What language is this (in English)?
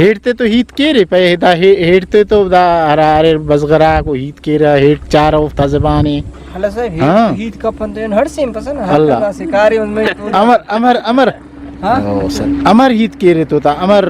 Brahui